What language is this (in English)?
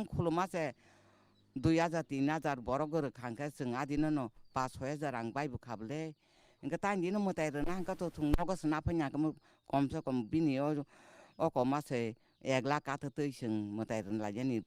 Kok Borok